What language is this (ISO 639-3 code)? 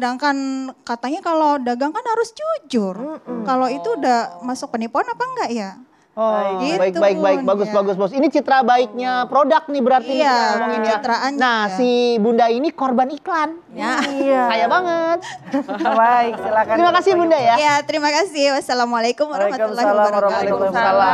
ind